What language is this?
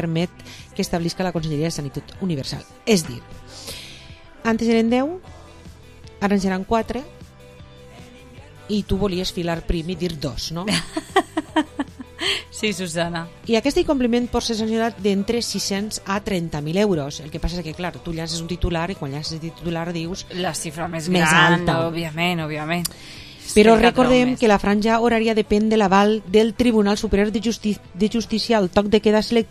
Catalan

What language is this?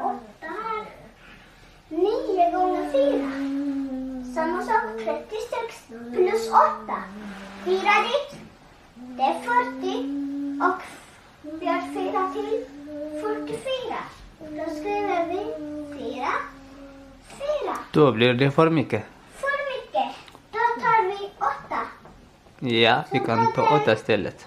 Faroese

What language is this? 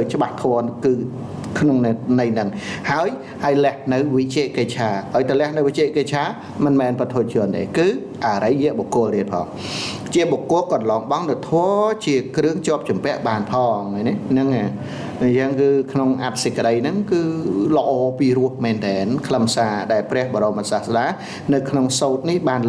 Khmer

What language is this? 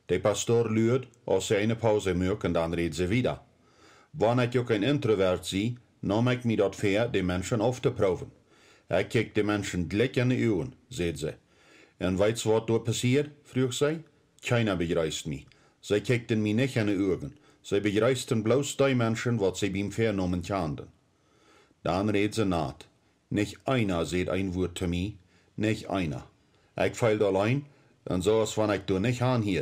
Plautdietsch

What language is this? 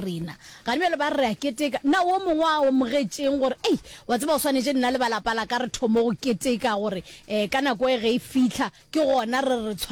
Northern Sotho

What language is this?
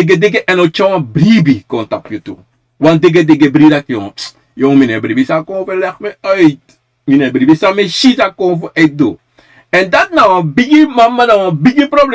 Sranan Tongo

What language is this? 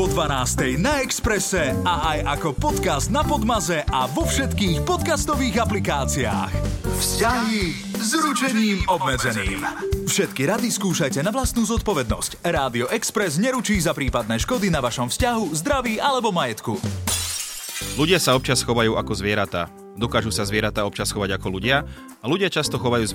Slovak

